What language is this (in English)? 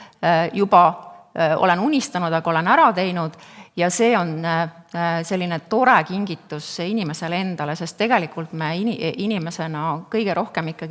Estonian